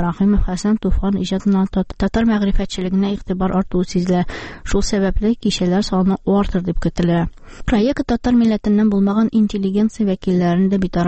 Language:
Tatar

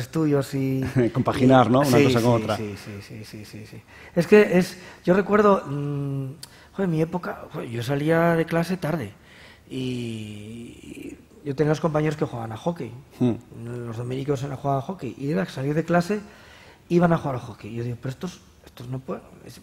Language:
Spanish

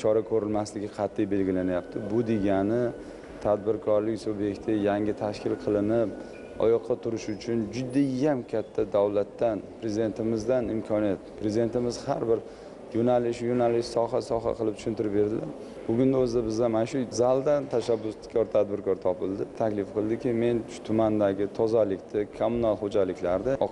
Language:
Uzbek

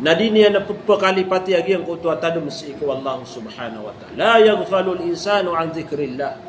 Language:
Maranao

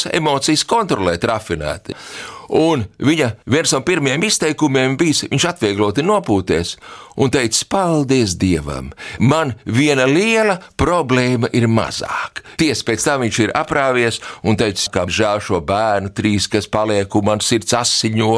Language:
Latvian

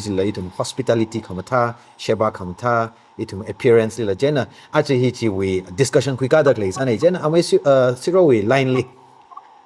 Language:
Tangkhul Naga (India)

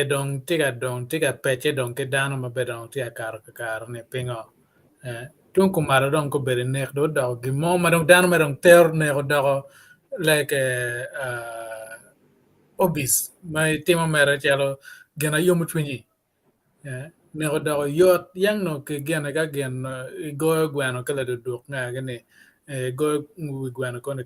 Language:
Acoli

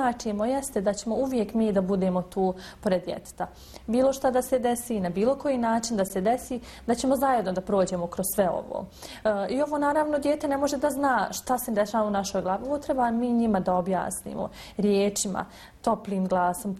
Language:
Bosnian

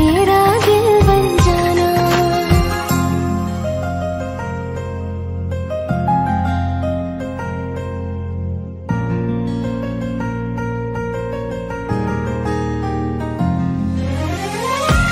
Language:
Hindi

